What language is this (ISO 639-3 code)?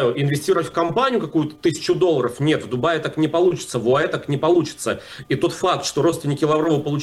rus